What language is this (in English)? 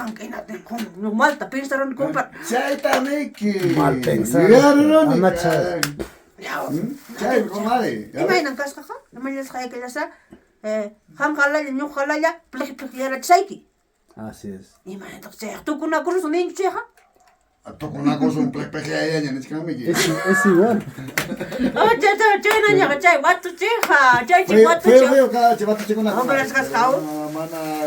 Ayacucho Quechua